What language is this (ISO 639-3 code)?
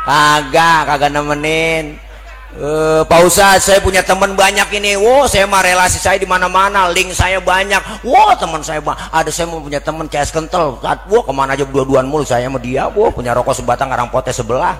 bew